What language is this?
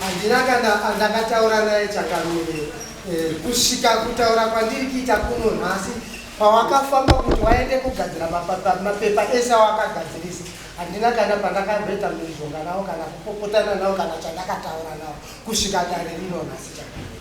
Shona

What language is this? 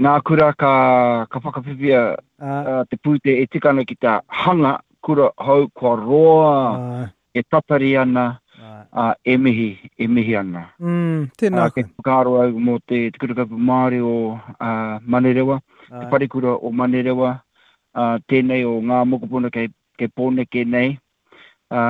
Māori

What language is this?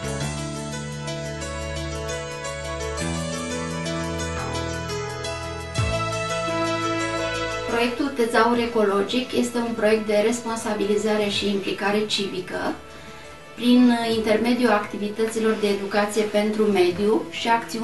Romanian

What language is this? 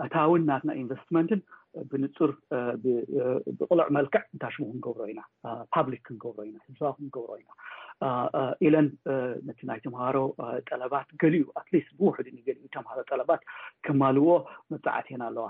Tigrinya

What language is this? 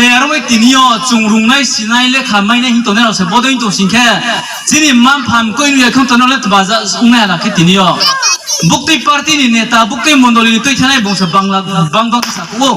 Riang (India)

